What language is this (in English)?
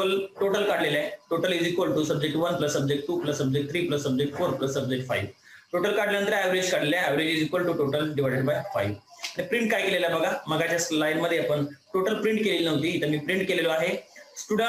Marathi